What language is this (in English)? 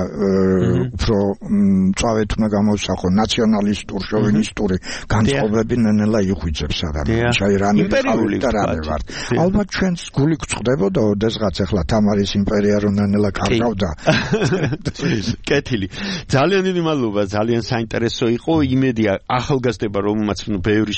Georgian